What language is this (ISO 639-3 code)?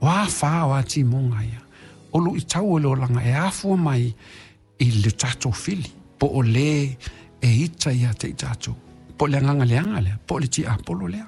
smo